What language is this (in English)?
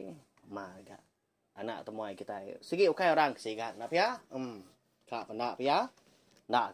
Iban